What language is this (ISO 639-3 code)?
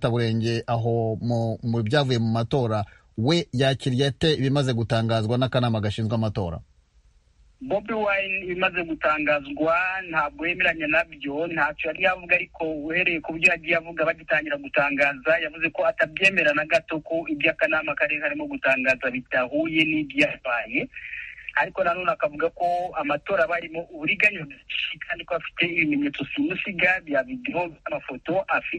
kin